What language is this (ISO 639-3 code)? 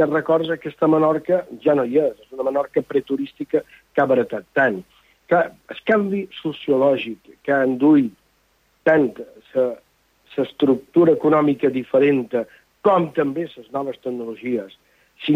cat